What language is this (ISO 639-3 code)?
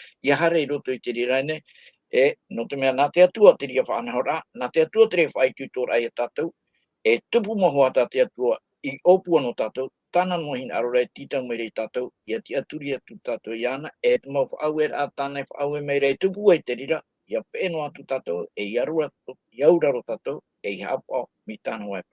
tah